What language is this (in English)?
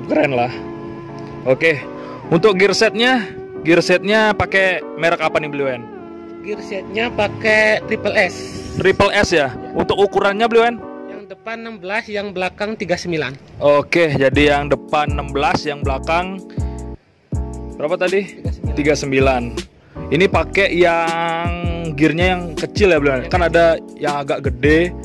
Indonesian